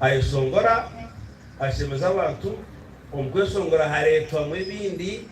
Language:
Nyankole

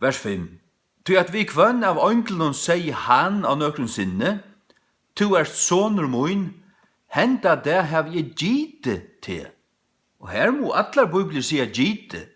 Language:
Faroese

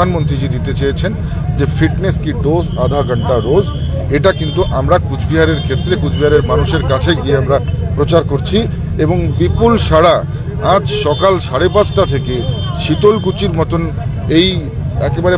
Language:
Bangla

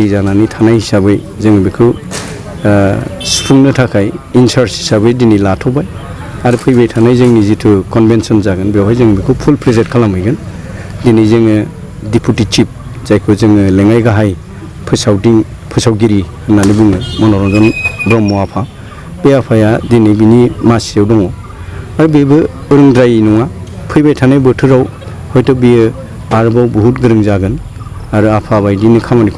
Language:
Bodo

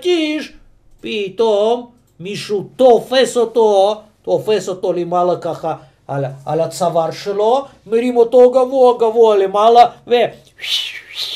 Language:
Hebrew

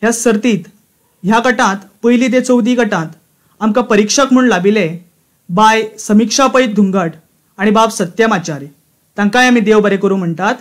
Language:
Konkani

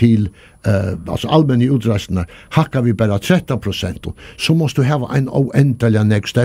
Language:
Faroese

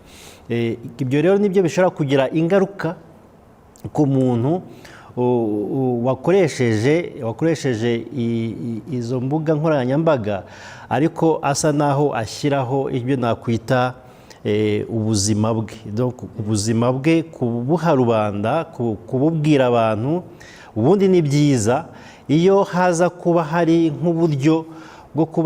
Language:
Kinyarwanda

